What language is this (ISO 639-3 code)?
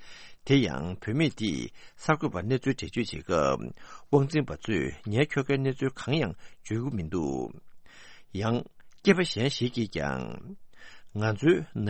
bod